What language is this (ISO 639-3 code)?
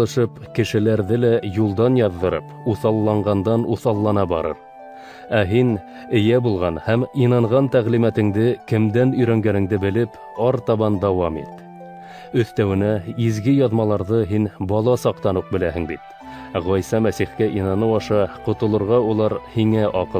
bak